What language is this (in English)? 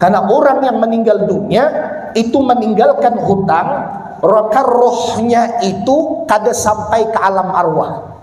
Banjar